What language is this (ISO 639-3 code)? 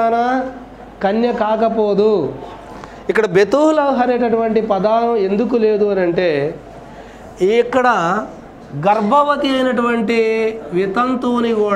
tel